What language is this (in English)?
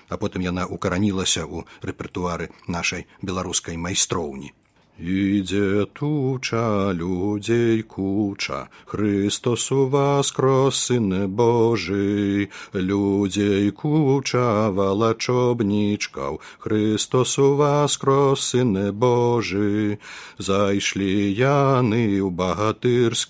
Belarusian